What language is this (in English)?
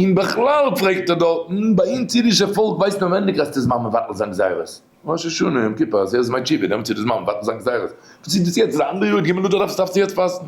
Yiddish